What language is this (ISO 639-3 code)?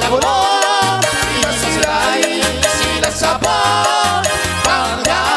bbc